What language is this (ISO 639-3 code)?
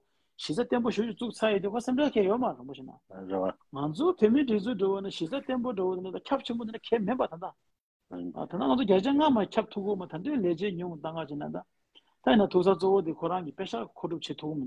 bod